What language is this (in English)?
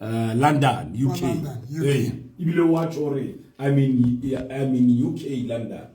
Southern Sotho